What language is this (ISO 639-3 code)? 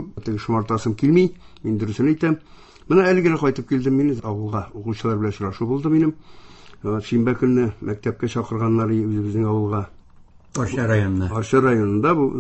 tat